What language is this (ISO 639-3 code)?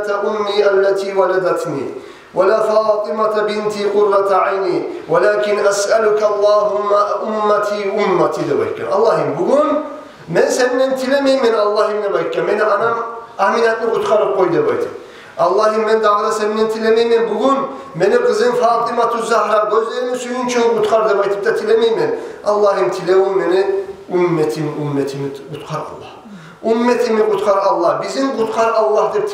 kum